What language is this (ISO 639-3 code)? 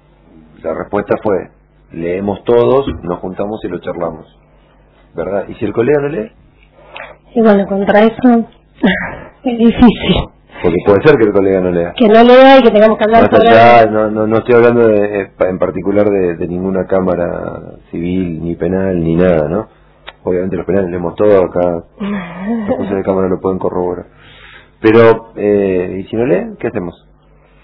spa